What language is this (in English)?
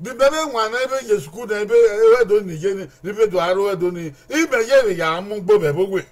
Bini